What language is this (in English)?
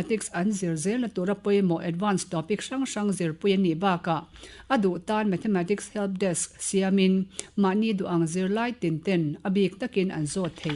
Mizo